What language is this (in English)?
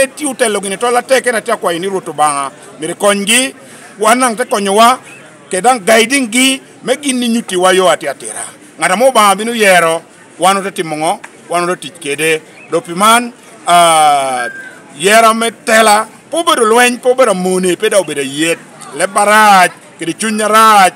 Lango (Uganda)